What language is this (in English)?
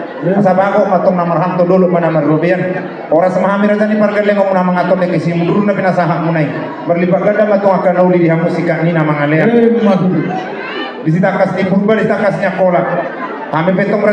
Batak Toba